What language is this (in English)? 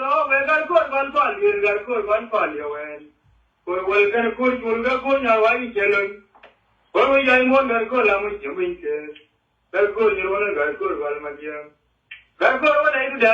Nuer